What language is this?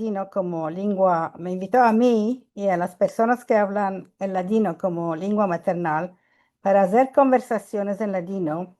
Ladino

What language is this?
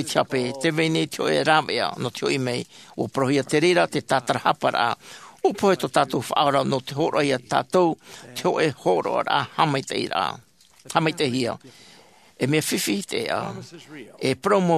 Tahitian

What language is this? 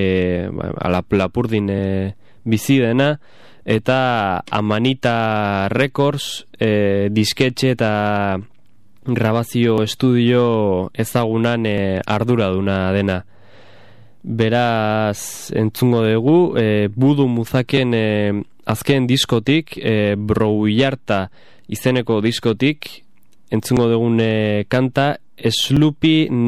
Basque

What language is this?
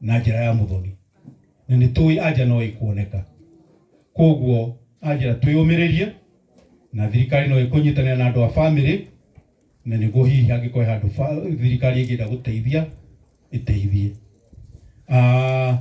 Kikuyu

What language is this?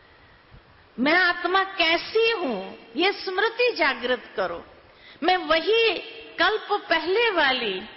Hindi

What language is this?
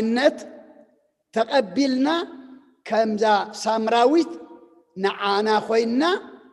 Tigrinya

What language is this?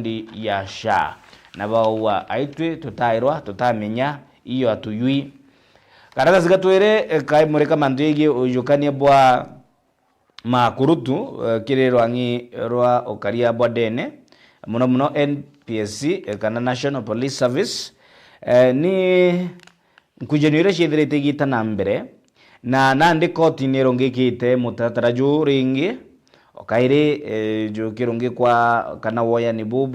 Meru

